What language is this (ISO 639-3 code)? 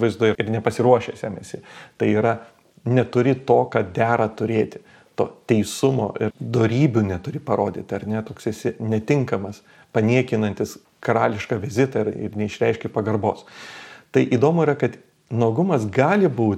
lit